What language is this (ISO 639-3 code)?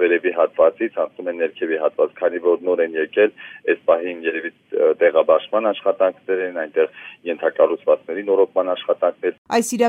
hye